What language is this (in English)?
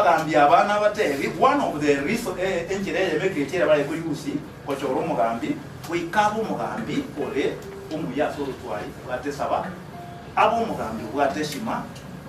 Gusii